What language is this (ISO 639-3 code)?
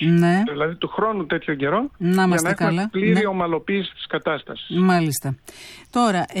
ell